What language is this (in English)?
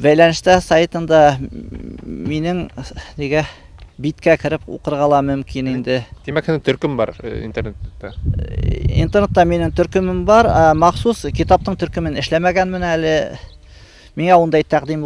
Bashkir